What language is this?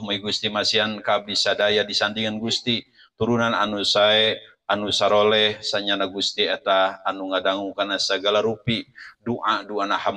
Sundanese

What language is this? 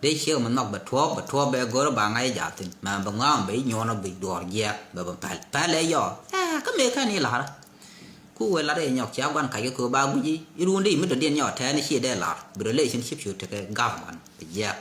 Nuer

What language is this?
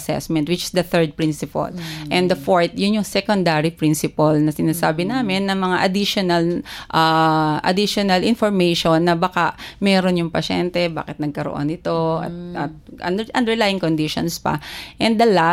Filipino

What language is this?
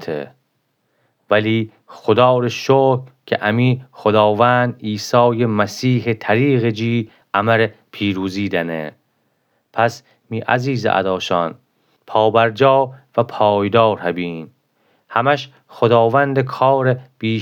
Gilaki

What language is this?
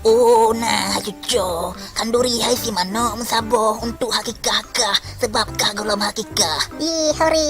Achinese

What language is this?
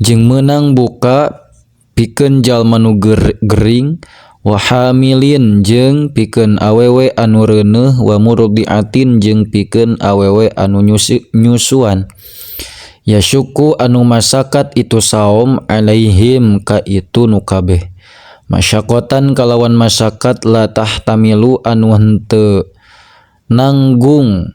Sundanese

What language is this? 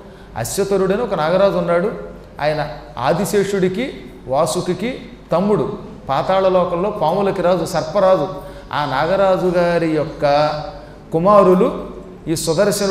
Telugu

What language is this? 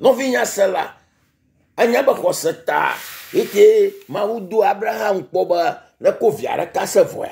Ewe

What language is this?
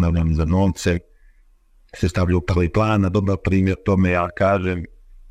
Croatian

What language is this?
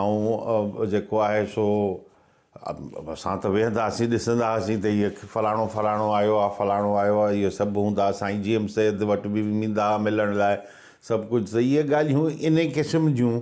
Sindhi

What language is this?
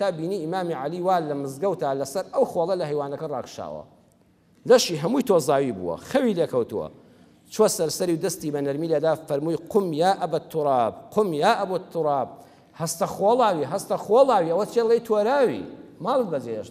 Central Kurdish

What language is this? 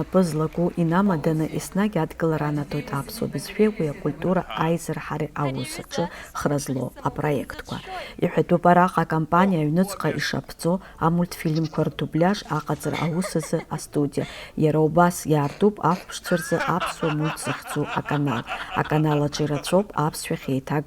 Abkhazian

